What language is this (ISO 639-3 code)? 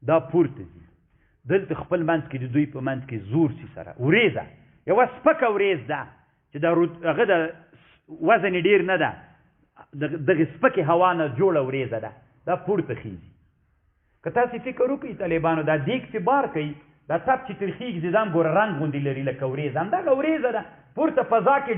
pus